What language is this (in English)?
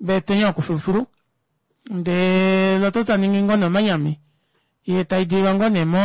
Kuanyama